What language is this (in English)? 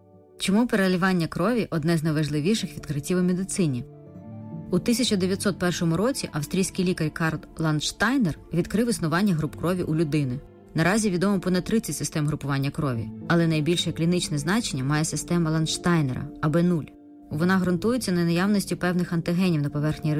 Ukrainian